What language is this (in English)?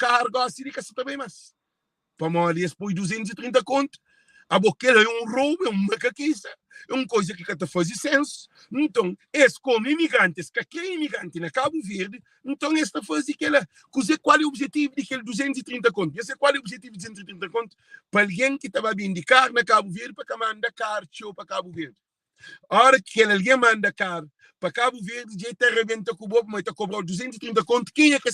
Kabuverdianu